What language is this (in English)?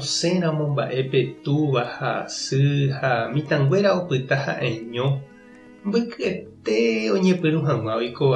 Guarani